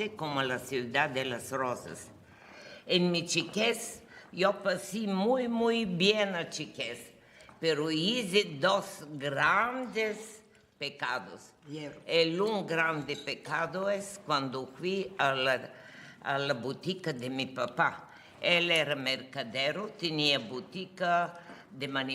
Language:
Ladino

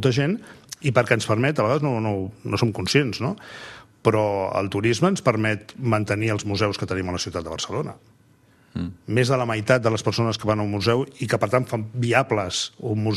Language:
Catalan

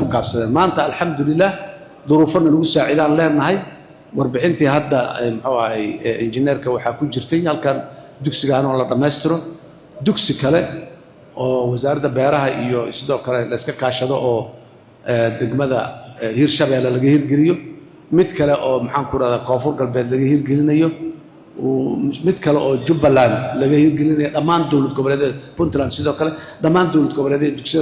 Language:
Somali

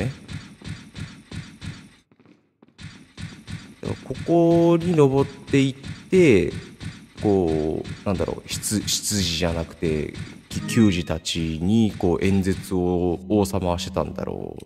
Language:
Japanese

